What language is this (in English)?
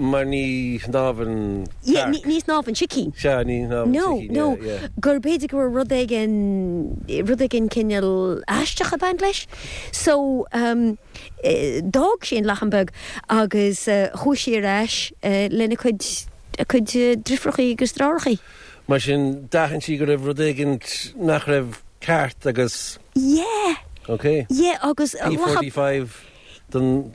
Irish